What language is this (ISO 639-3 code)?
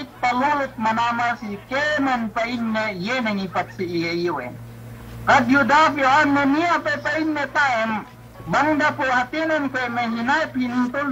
yka